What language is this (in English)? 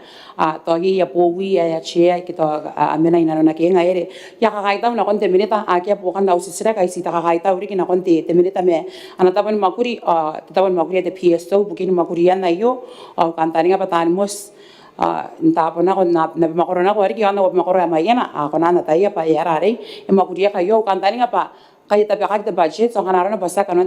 Gilbertese